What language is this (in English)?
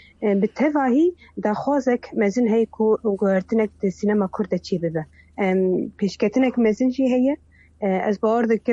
Kurdish